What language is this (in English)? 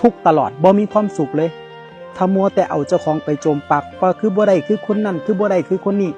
Northeastern Thai